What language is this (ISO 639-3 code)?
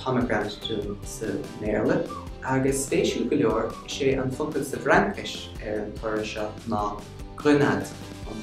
gle